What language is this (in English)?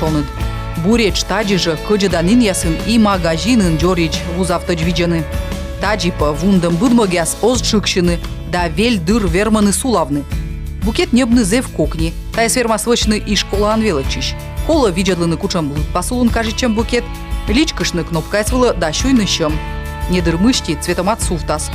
Komi